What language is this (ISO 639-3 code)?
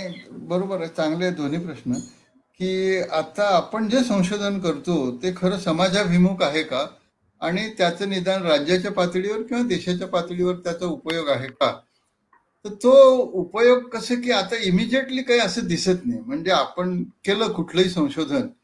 mar